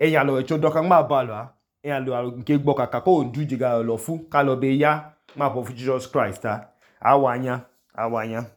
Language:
Idoma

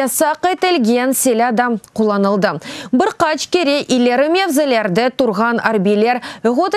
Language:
Crimean Tatar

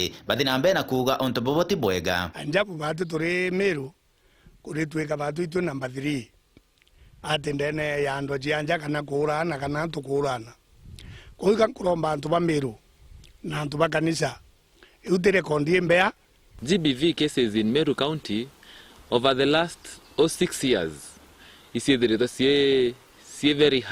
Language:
Meru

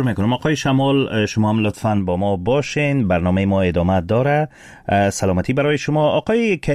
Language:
Persian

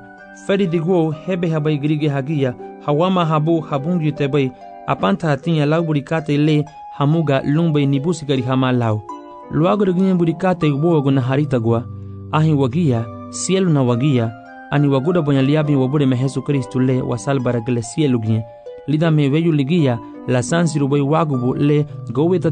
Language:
Garifuna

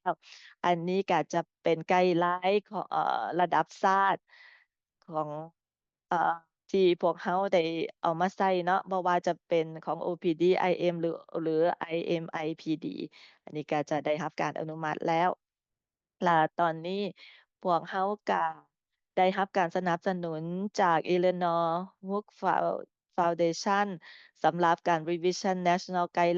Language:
Lao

